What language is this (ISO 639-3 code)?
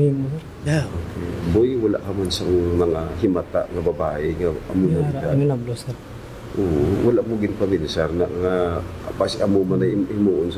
hil